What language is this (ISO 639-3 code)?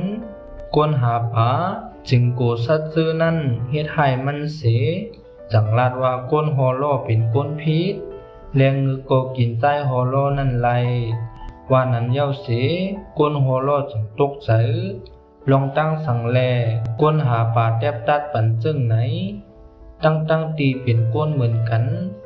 shn